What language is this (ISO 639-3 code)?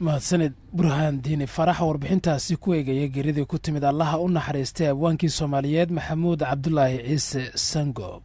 som